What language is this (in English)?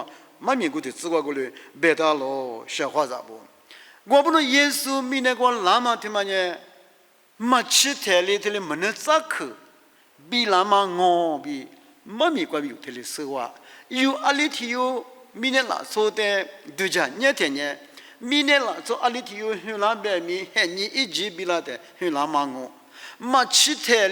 Lisu